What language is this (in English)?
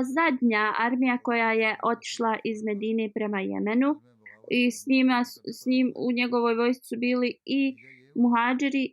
Bosnian